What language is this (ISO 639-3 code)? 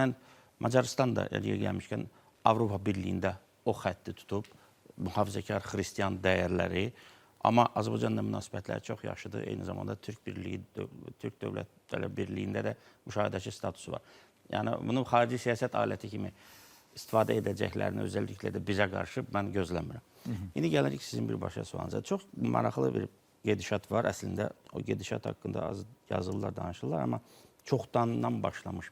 aze